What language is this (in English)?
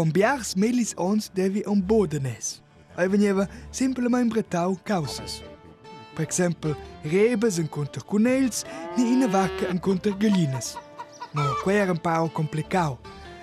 Romansh